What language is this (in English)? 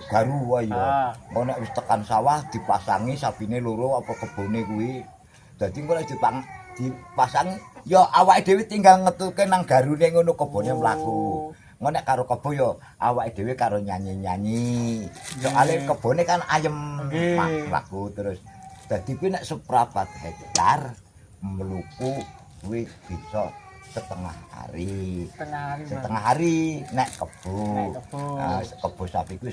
Javanese